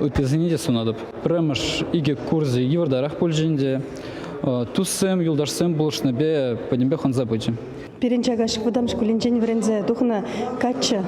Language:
Chuvash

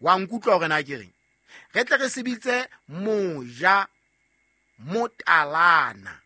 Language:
Southern Sotho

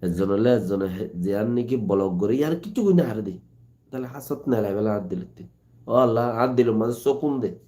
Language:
Rohingya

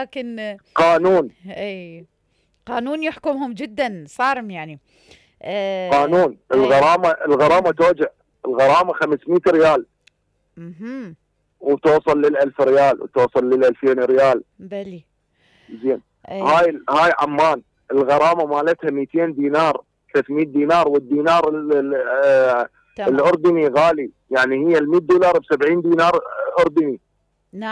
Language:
Mesopotamian Arabic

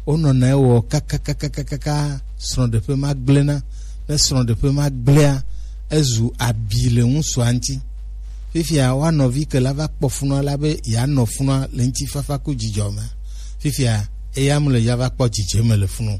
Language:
Gen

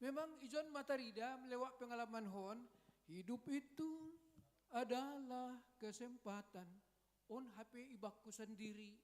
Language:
Batak Simalungun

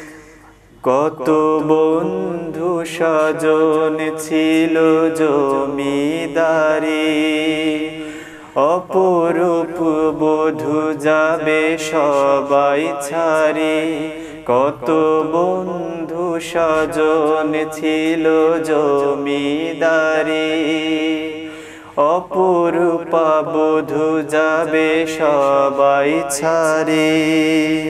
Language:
Bangla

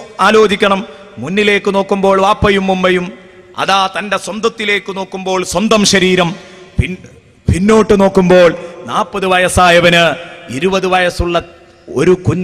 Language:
Malayalam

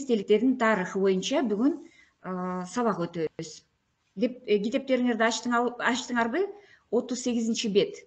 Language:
Kyrgyz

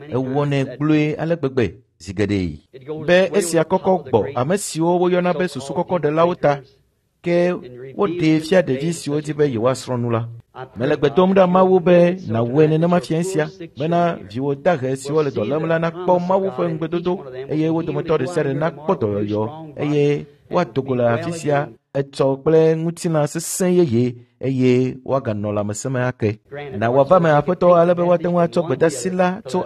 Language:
Ewe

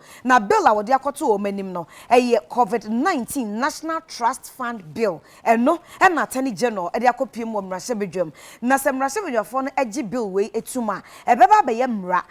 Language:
Akan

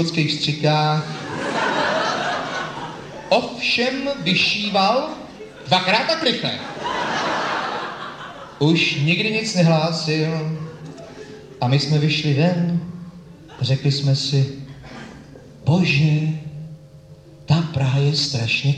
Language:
Czech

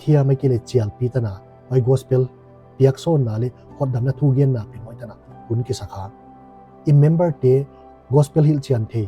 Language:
Paite Chin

